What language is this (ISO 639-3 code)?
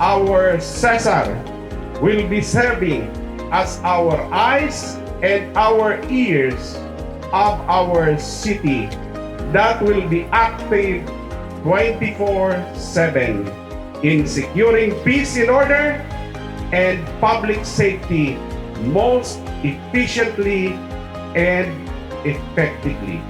bik